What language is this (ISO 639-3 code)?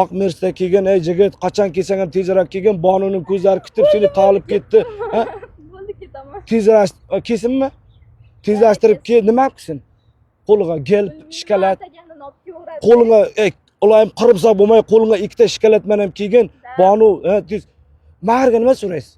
uzb